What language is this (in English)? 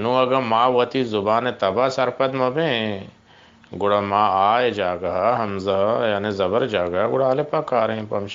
Eastern Balochi